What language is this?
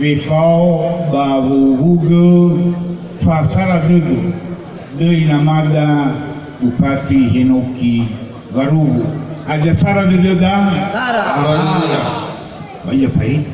Nias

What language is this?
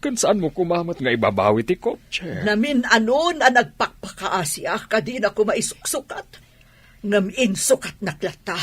Iloko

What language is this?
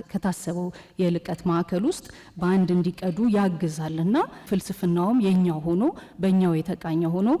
Amharic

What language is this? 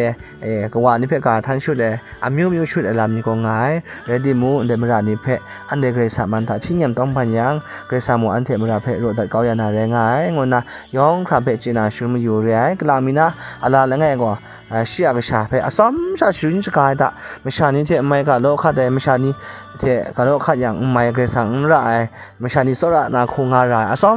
Kachin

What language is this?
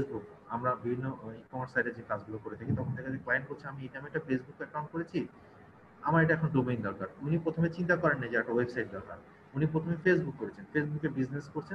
Bangla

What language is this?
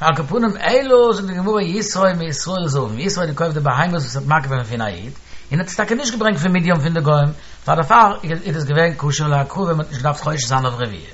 Yiddish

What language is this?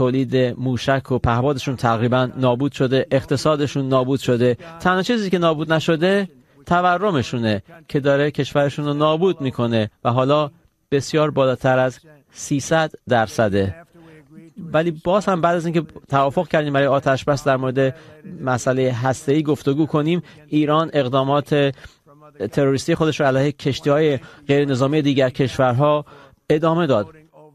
Persian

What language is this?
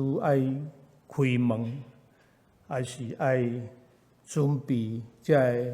Min Nan Chinese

